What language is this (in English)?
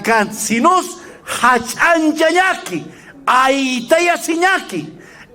Aymara